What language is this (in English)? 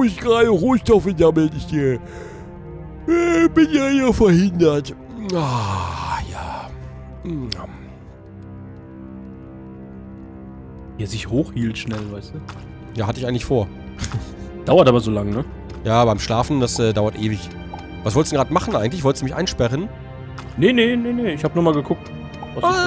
German